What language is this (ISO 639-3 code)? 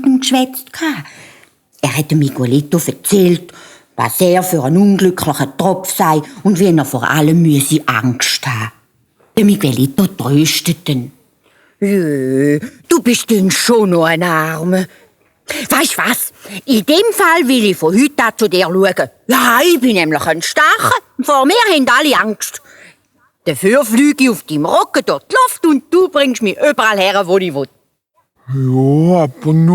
gsw